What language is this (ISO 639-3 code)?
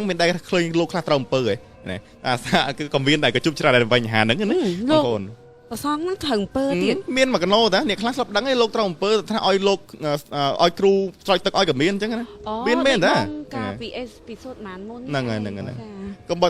khm